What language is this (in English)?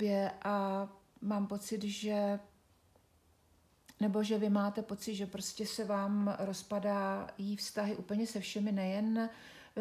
Czech